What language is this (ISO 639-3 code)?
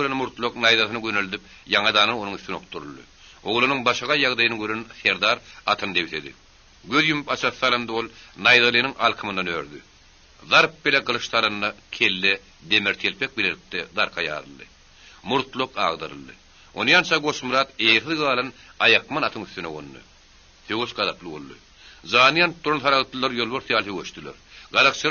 tuk